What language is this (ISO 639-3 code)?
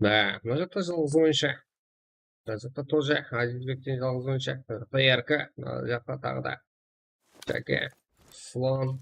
kaa